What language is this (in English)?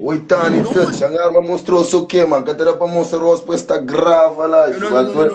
Kabuverdianu